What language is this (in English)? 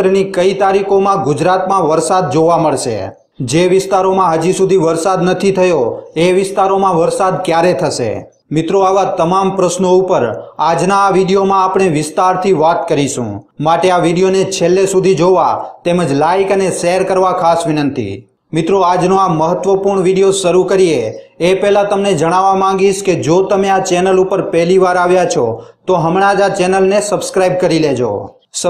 Gujarati